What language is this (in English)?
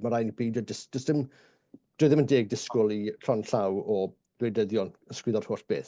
Welsh